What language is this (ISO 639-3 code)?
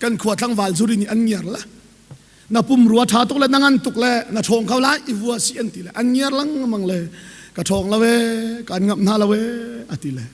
cnh